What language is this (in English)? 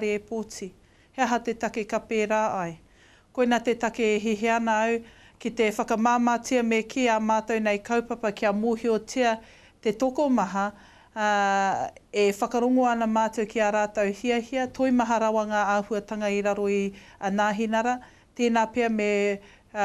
Māori